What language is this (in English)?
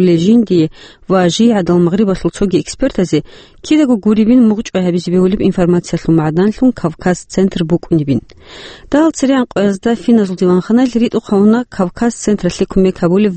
Avaric